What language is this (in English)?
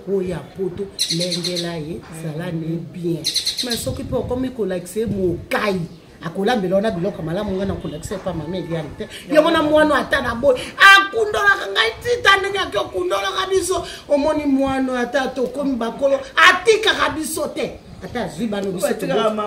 Lingala